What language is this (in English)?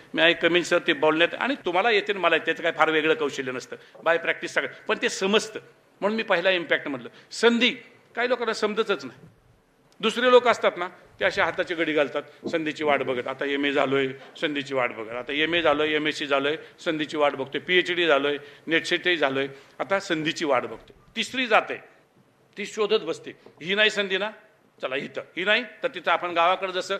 Marathi